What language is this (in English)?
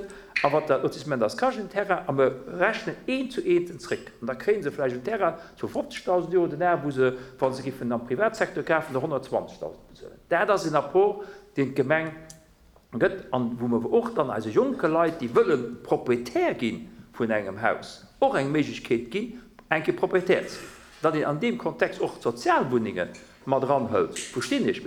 Luxembourgish